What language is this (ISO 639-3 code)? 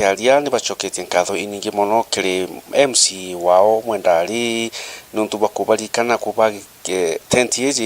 mer